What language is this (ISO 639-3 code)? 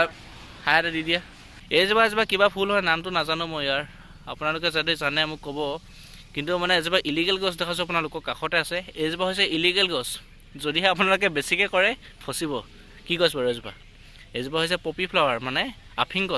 asm